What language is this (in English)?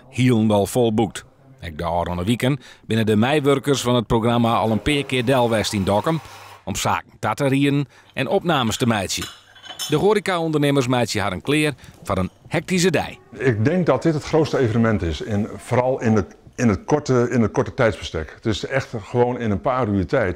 Western Frisian